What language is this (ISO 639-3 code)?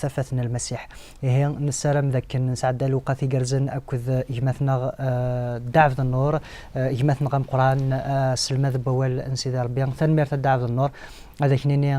kab